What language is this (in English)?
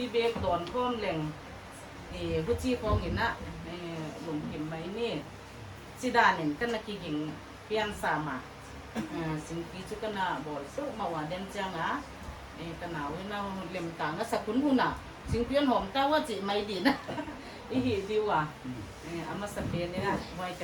Paite Chin